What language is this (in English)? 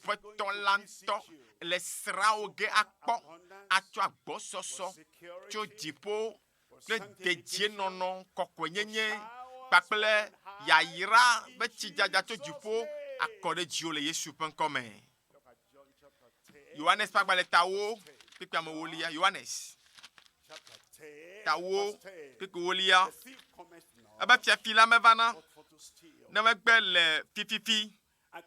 Ewe